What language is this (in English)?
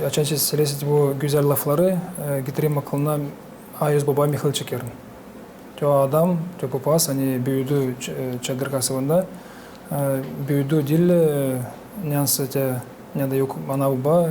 Gagauz